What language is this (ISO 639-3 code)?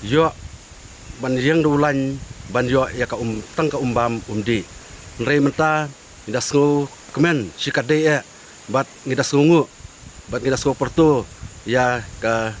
kha